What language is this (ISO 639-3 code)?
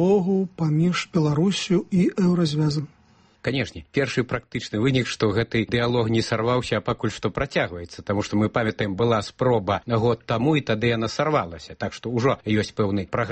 bel